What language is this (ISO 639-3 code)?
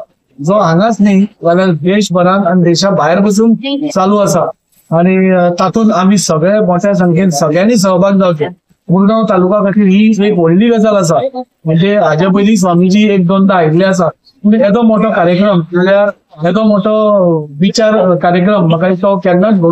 kok